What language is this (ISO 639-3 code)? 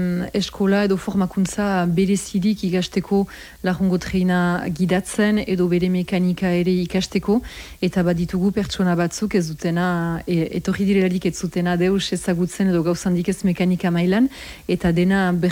eus